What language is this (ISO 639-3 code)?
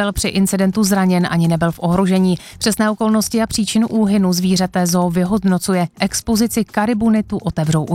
ces